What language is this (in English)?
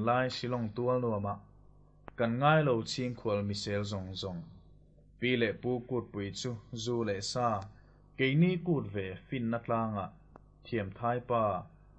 Mizo